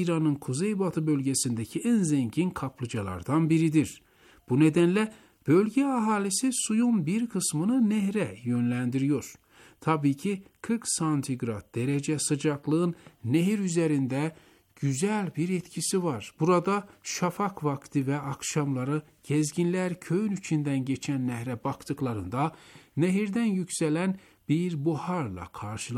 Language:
Turkish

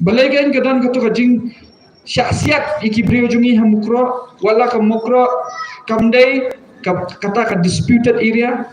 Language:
Khasi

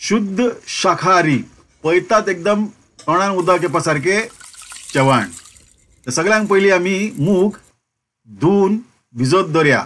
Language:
Konkani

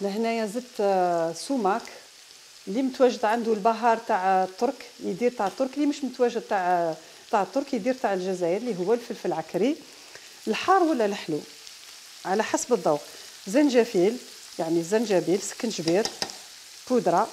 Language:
Algerian Arabic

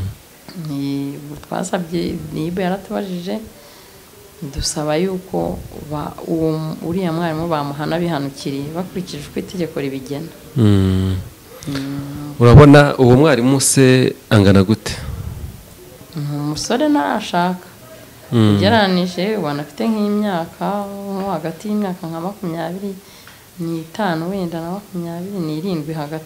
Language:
Kinyarwanda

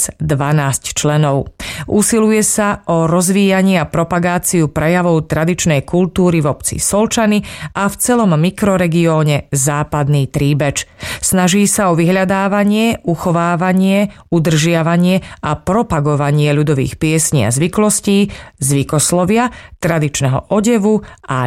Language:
Slovak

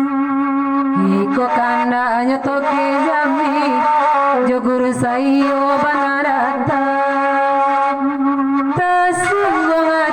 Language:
Minangkabau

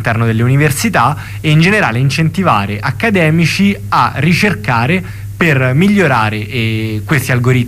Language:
Italian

